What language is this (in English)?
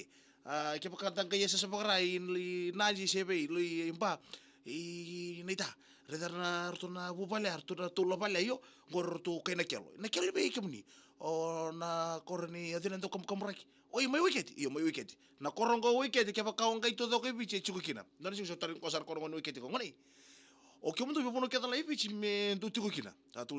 Fijian